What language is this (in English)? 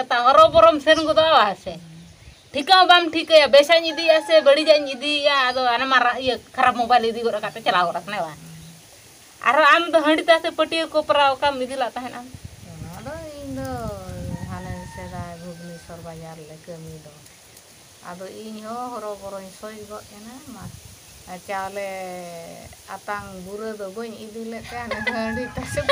Santali